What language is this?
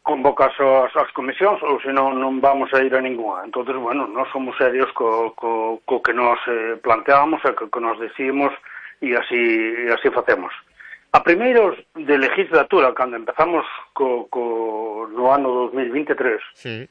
Galician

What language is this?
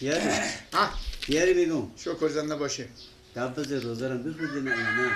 Persian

